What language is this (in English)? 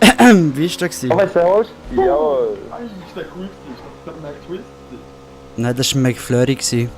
Swiss German